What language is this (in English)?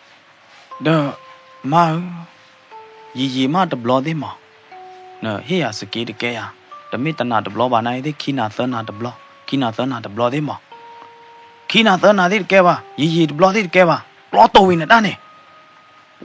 S'gaw Karen